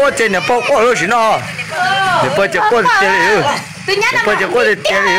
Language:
Hmong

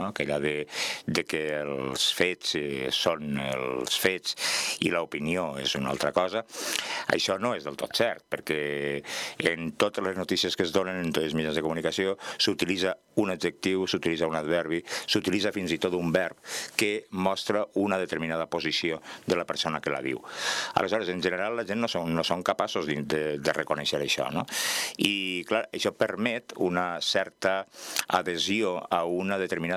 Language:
Catalan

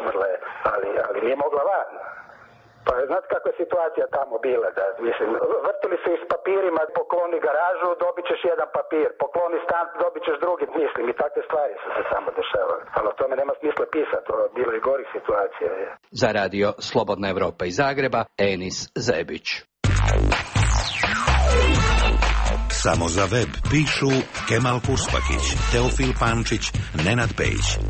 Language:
Croatian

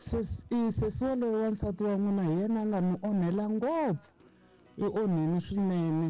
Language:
Tsonga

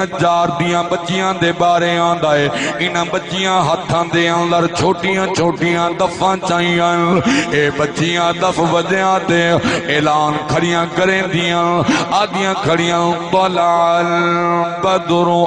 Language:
Saraiki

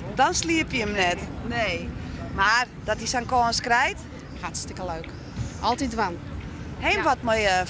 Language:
Western Frisian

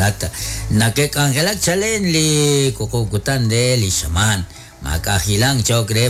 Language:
Kekchí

